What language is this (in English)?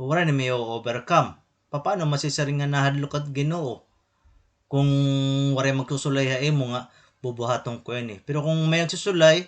Waray